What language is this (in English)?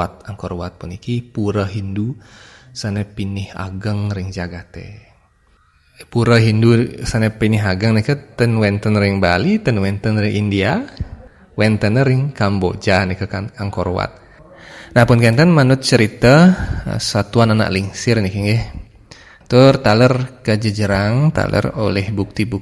Balinese